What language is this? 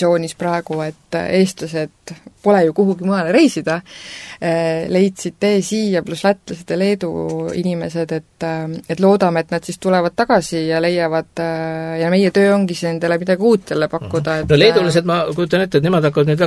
Estonian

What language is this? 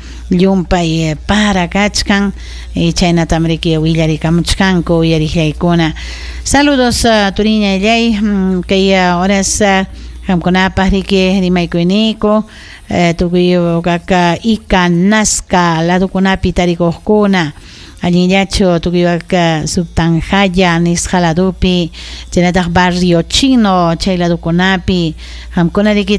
Ayacucho Quechua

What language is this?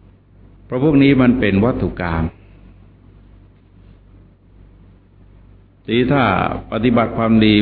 Thai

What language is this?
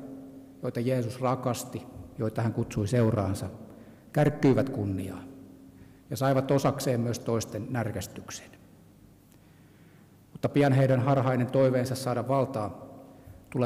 Finnish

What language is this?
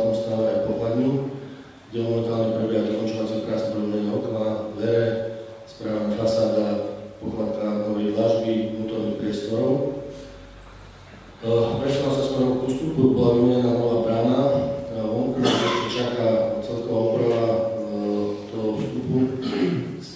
Slovak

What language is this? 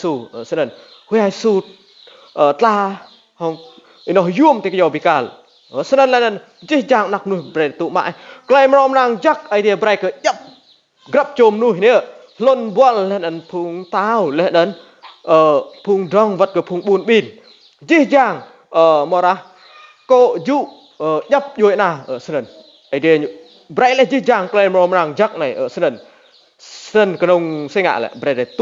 Rade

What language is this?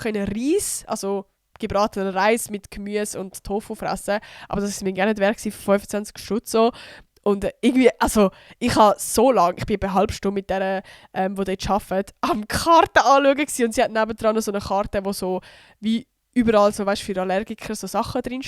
Swiss German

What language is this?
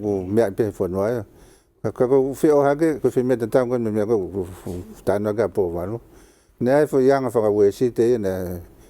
Tongan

